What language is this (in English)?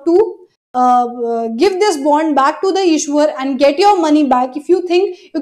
English